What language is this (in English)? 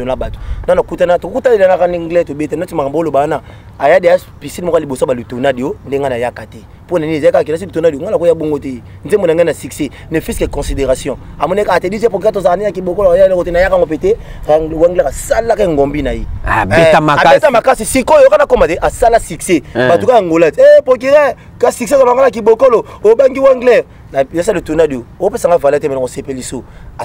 Lingala